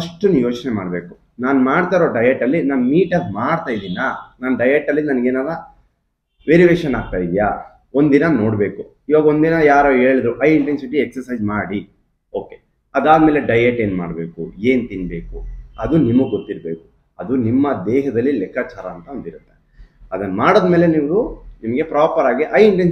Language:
Kannada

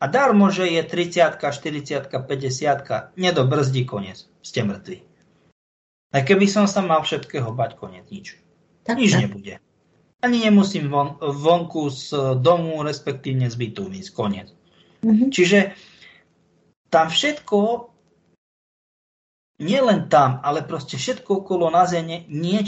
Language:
Slovak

